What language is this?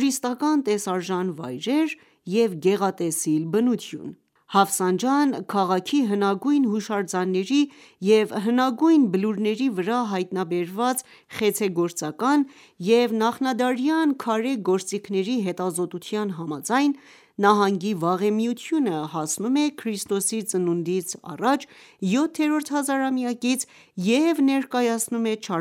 Armenian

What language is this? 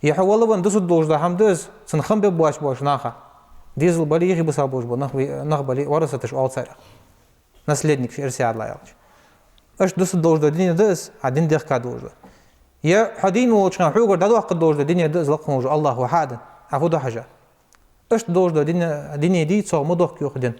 Ingush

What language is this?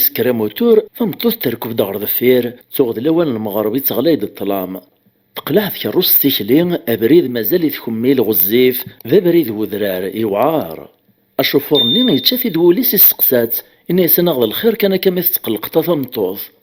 Kabyle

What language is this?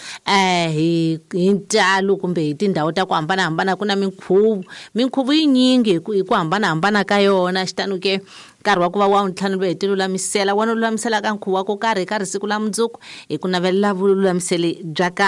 Tsonga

